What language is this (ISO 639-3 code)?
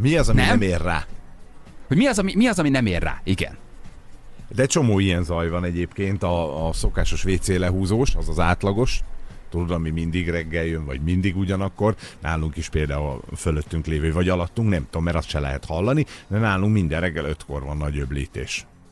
hun